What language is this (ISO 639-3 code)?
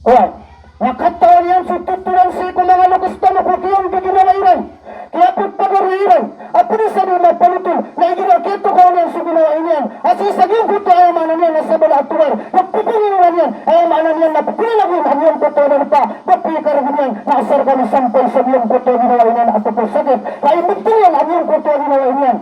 mrw